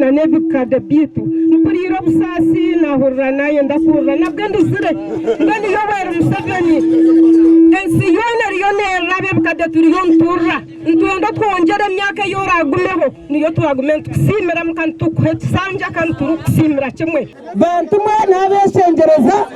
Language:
Nyankole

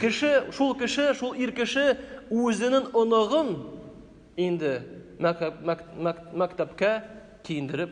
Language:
Tatar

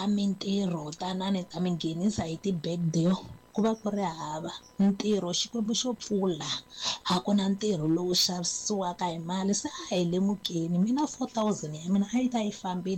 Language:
Tsonga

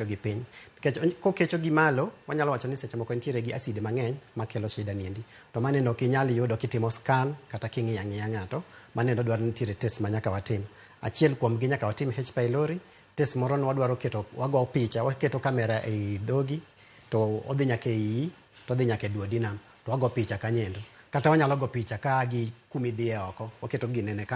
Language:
Luo (Kenya and Tanzania)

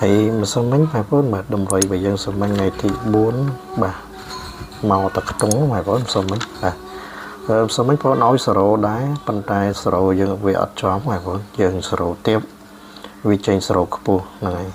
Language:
Khmer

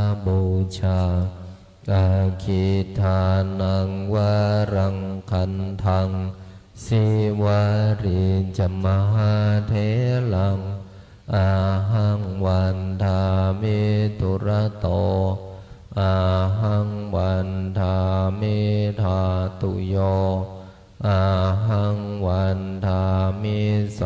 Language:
Pali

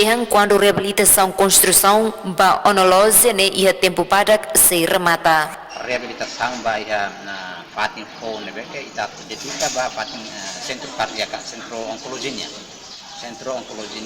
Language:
Tetum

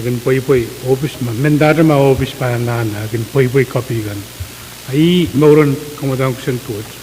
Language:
Pohnpeian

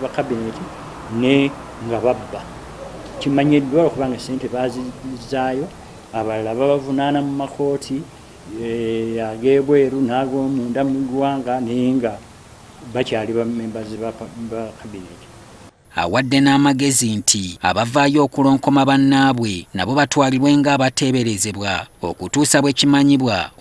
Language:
Ganda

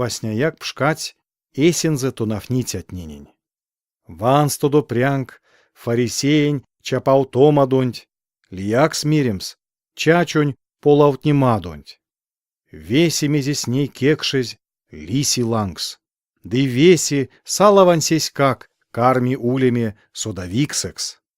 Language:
Erzya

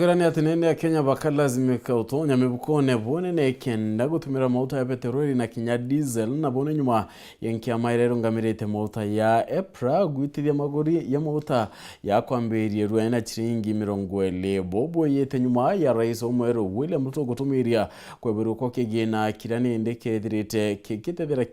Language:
Meru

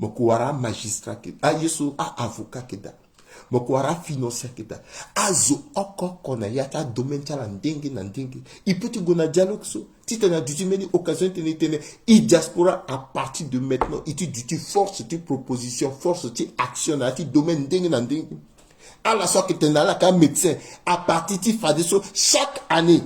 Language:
Sango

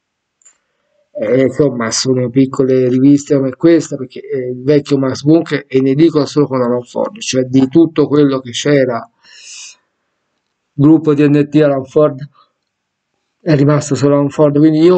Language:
Italian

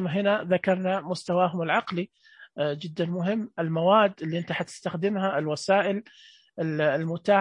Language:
Najdi Arabic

